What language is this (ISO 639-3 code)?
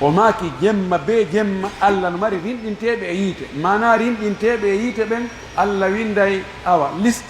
fuf